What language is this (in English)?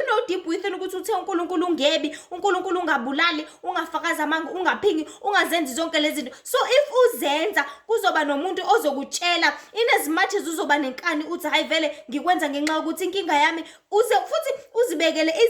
Zulu